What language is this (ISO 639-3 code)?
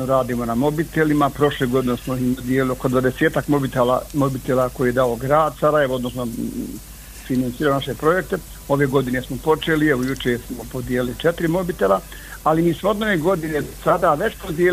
bos